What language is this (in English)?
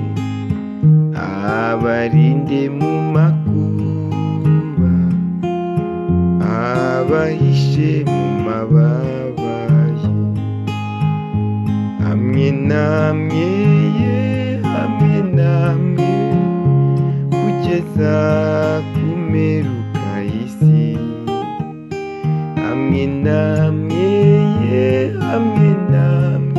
Kinyarwanda